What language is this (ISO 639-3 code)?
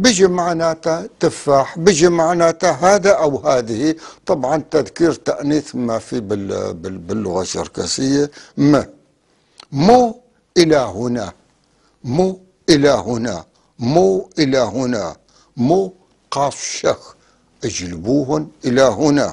apc